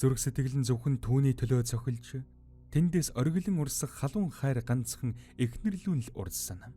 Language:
Mongolian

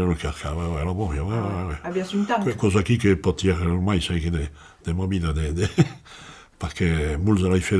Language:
Occitan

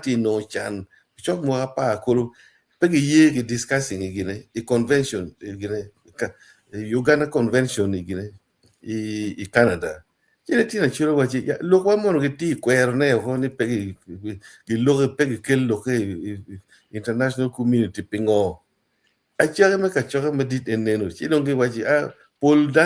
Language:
Acoli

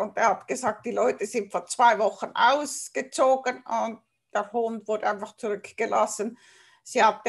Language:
German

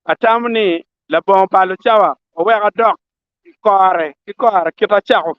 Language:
Acoli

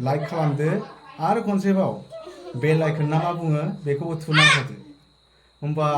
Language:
Bodo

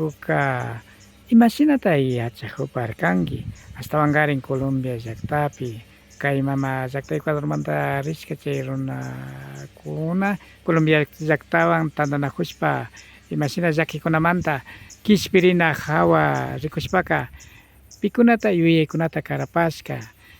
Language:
Imbabura Highland Quichua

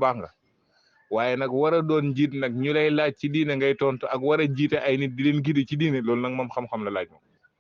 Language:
Wolof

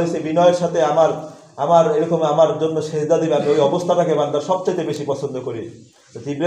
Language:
Bangla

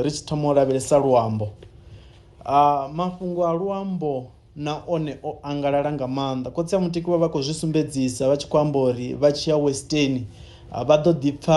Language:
Venda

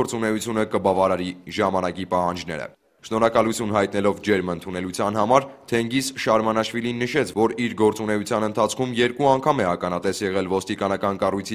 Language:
Armenian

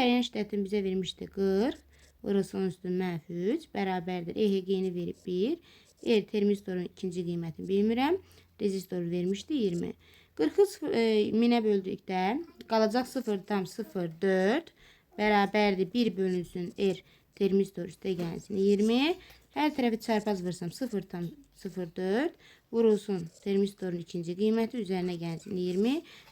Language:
Azerbaijani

